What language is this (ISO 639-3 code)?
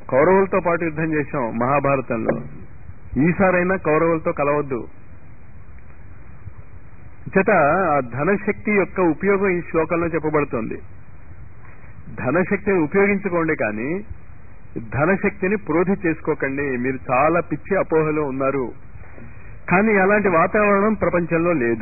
tel